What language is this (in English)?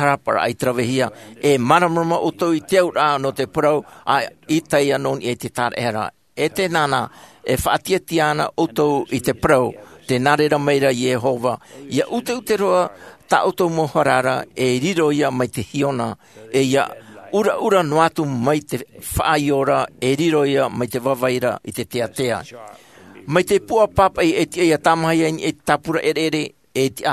Tahitian